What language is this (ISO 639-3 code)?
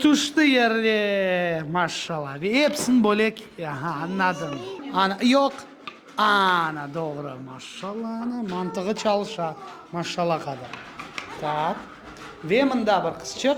crh